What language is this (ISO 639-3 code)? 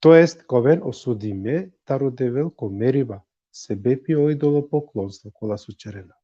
rmn